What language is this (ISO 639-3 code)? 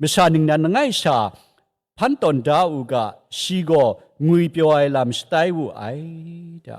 kac